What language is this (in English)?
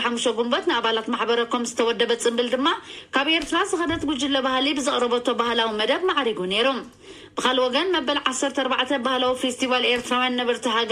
Tigrinya